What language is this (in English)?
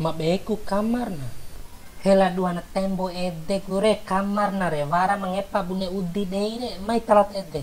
Bima